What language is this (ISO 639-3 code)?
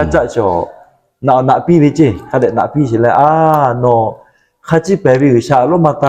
lhu